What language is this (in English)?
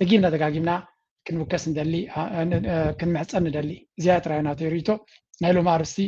Tigrinya